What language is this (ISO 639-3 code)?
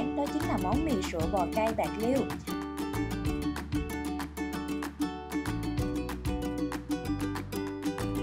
vie